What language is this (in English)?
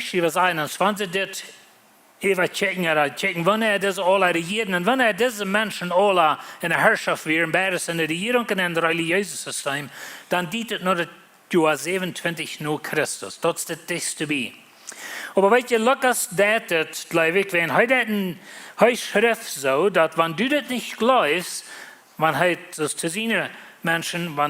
Plautdietsch